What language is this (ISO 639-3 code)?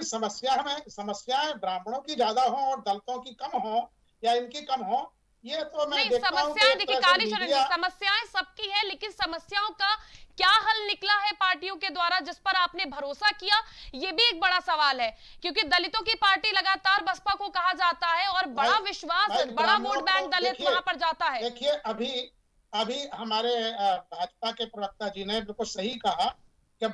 hin